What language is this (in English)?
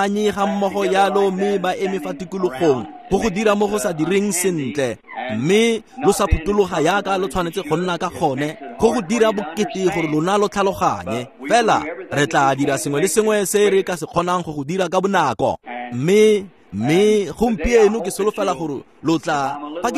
Tswana